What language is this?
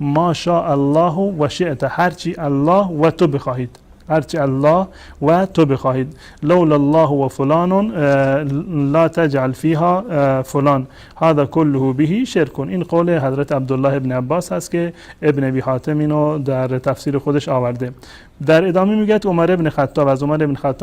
Persian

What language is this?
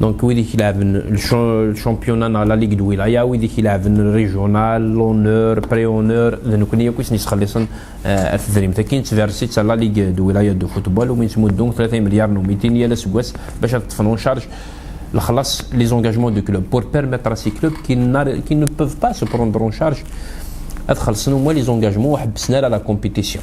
Kabyle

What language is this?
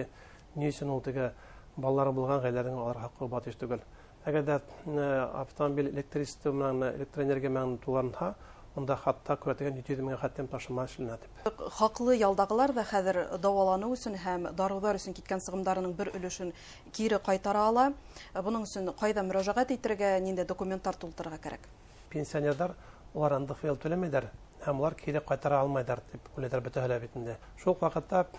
Bashkir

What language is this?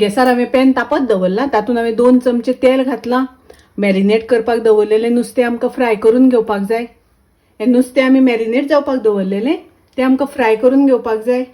Konkani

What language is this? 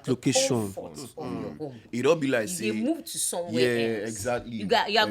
Nigerian Pidgin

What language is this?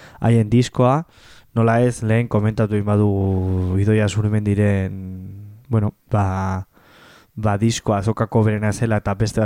Basque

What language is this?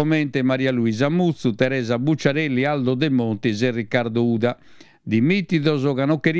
Sardinian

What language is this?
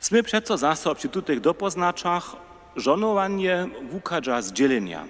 Upper Sorbian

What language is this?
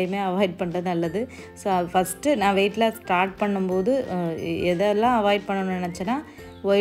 Tamil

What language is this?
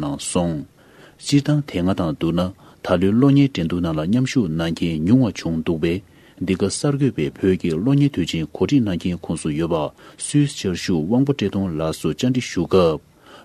Tibetan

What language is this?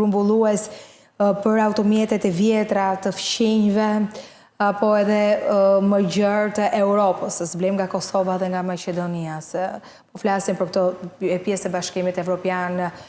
Albanian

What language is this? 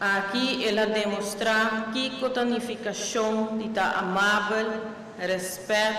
Papiamento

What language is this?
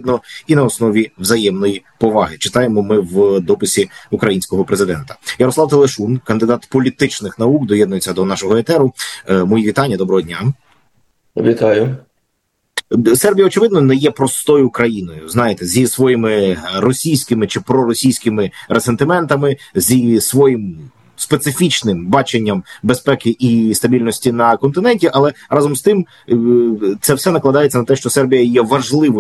Ukrainian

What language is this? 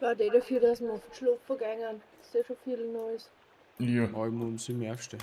Bavarian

